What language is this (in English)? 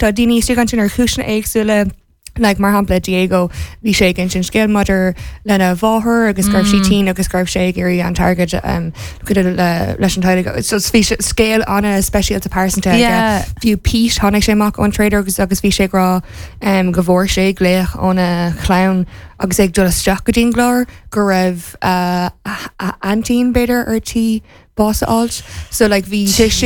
Irish